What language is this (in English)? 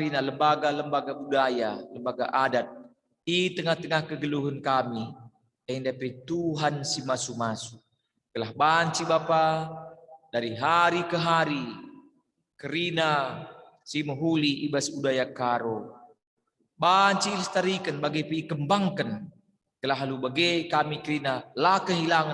Batak Karo